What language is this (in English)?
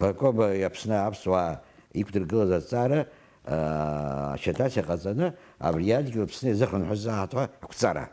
Abkhazian